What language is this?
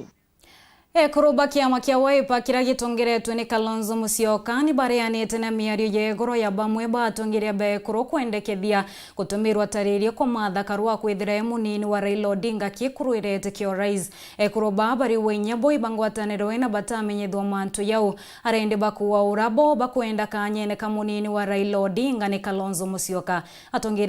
Meru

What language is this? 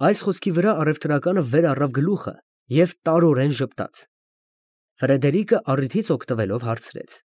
Armenian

